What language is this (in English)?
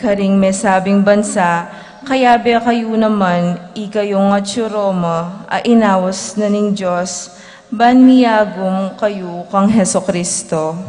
Pampanga